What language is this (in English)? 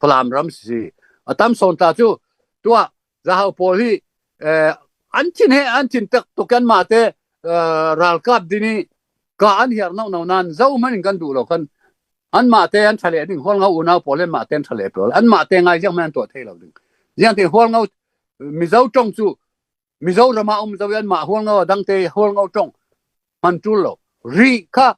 Falam Chin